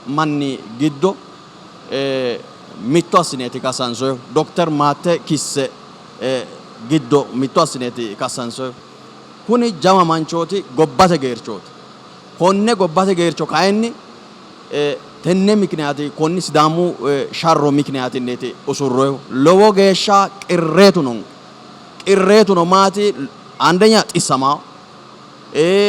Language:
Sidamo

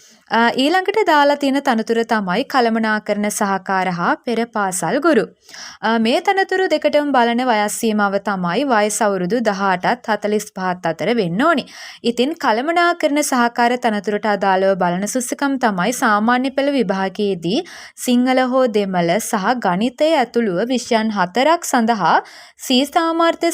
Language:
Sinhala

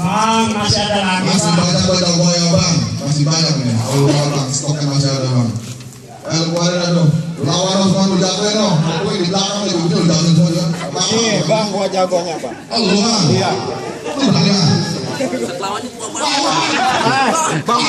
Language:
Betawi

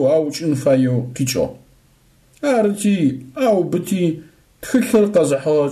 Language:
Adyghe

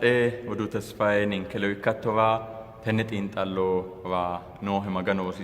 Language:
Sidamo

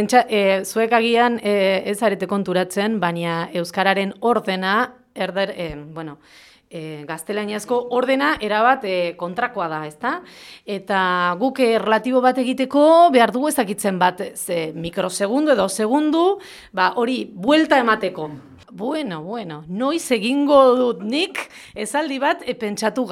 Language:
Basque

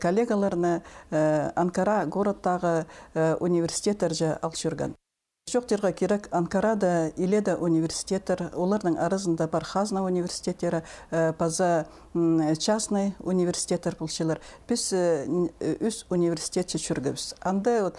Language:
Khakas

